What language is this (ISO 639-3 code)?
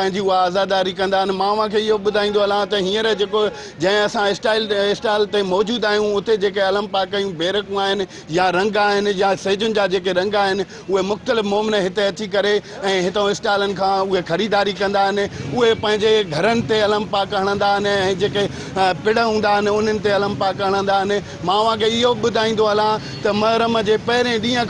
snd